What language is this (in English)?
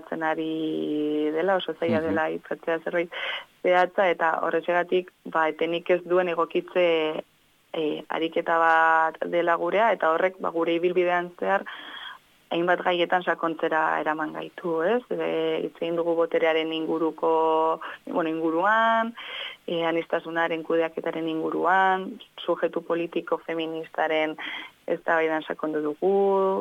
Basque